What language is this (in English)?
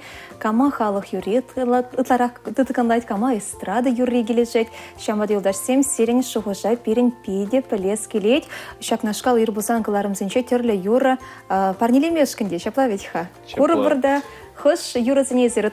Chuvash